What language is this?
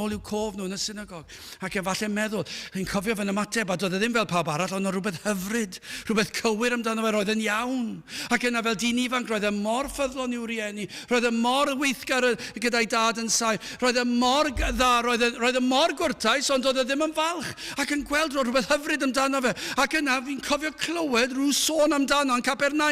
Welsh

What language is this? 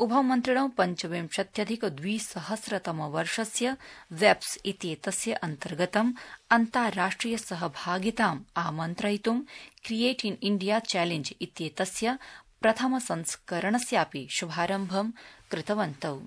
Sanskrit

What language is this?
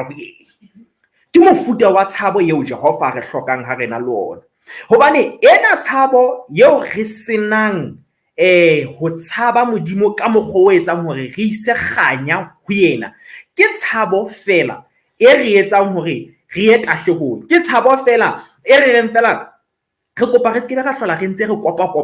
Southern Sotho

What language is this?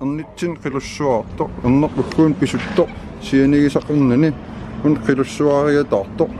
Kalaallisut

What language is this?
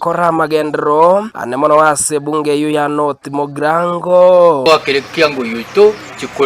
Gusii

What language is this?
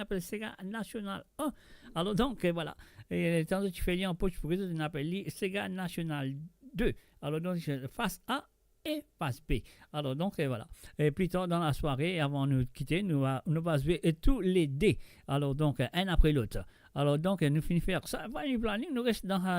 Morisyen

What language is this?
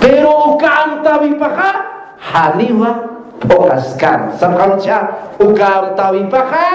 Aymara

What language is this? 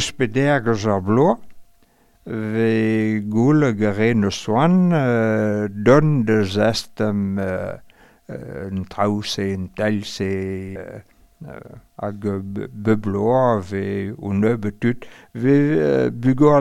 Breton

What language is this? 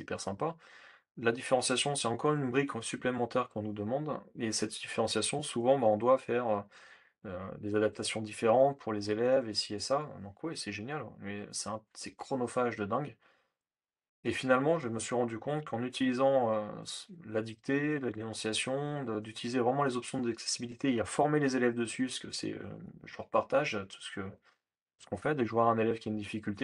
French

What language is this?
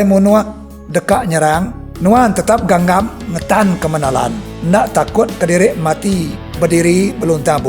Iban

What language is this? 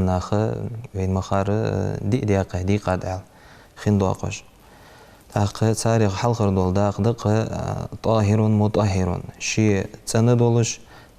Ingush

